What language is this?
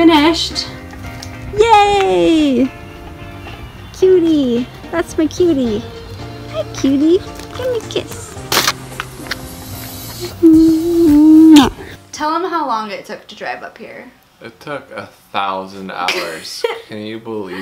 English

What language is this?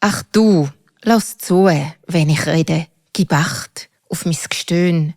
Swiss German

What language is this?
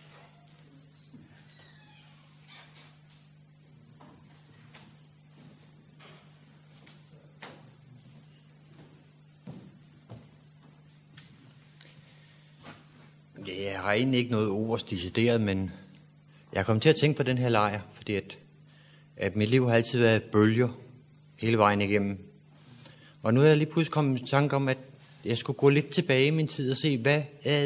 Danish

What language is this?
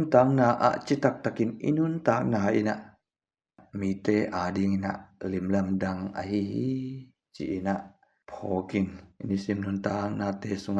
Tedim Chin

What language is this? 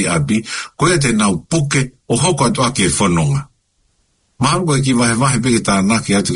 Tongan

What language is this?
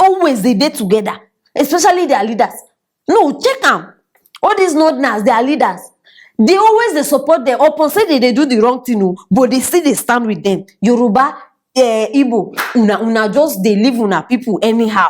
Nigerian Pidgin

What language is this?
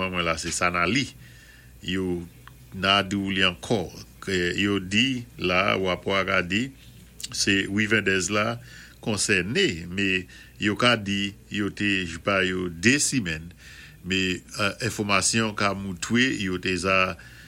Saint Lucian Creole French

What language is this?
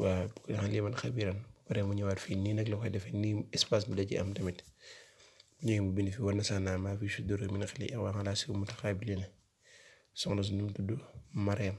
Wolof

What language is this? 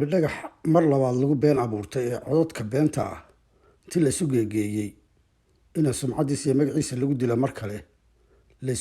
Somali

